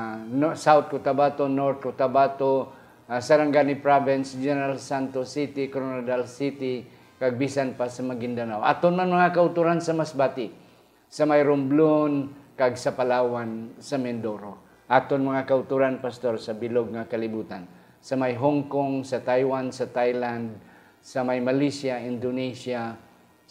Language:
Hiligaynon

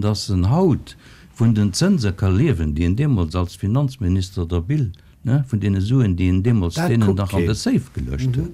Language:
Luxembourgish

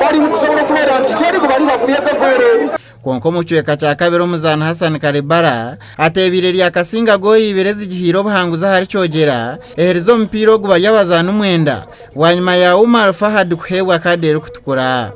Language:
Nyankole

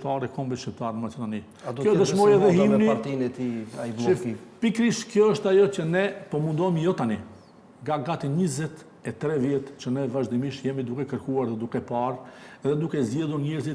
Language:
Albanian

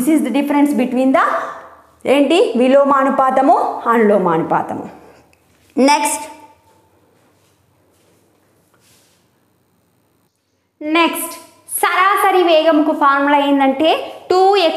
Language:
Telugu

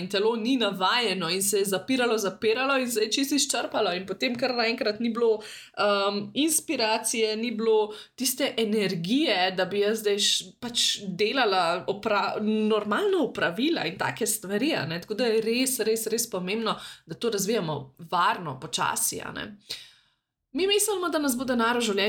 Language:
Slovenian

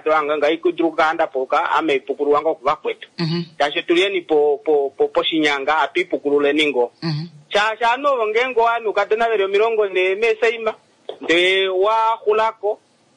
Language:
Kuanyama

